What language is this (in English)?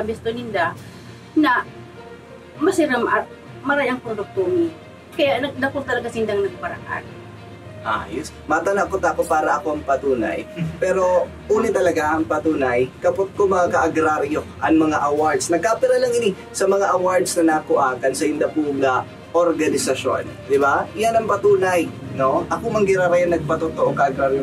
Bikol